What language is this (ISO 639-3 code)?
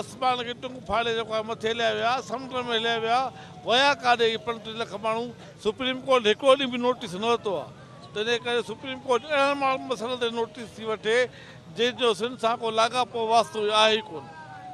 snd